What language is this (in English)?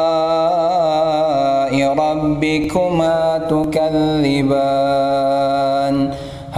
Arabic